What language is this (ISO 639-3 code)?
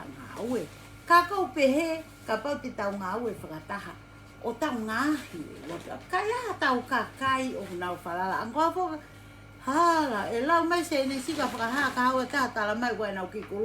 ton